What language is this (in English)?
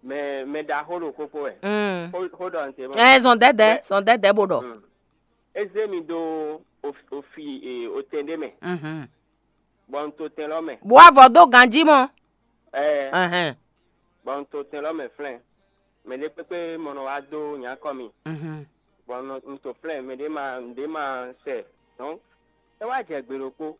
Fon